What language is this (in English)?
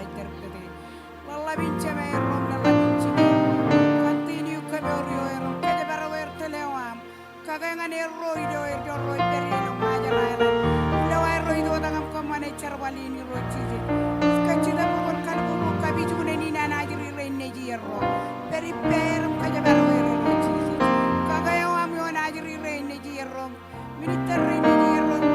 Marshallese